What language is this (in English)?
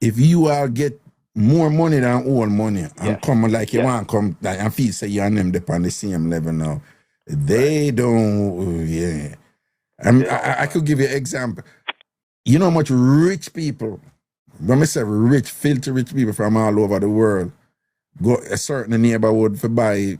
Jamaican Creole English